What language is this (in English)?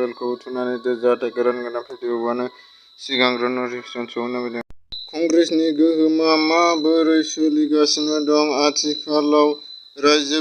Bodo